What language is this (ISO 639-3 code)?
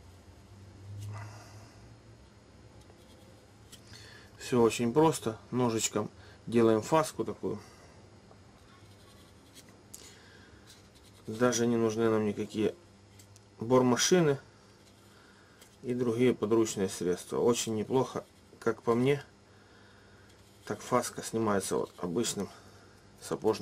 rus